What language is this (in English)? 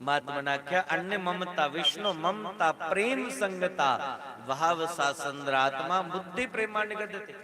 Dogri